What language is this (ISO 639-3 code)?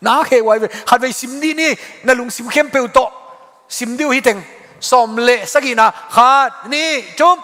ctd